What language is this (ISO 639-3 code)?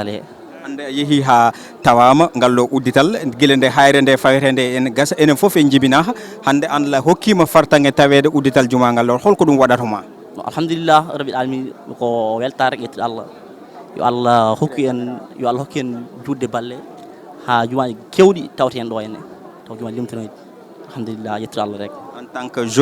ful